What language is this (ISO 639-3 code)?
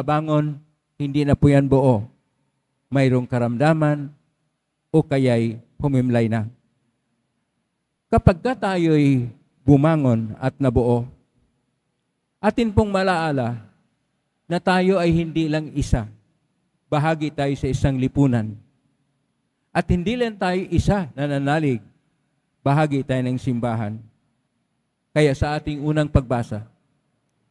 fil